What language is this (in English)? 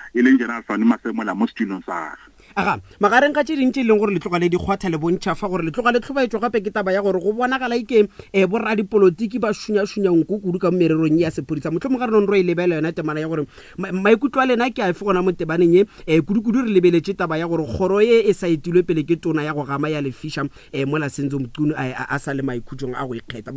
Northern Sotho